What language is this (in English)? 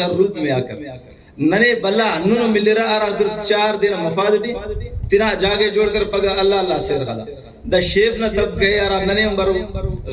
Brahui